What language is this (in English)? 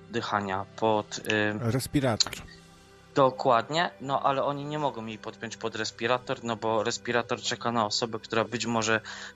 Polish